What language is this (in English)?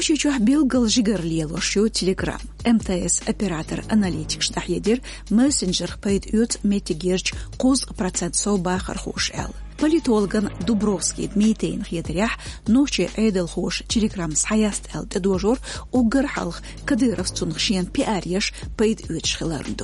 Chechen